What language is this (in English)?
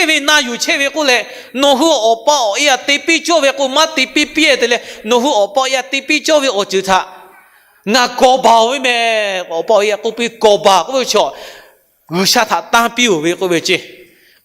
Lahu